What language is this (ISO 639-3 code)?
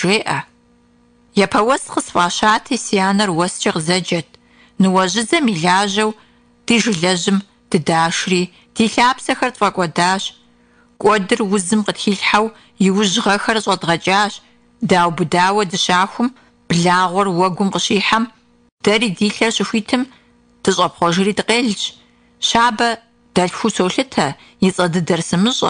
kbd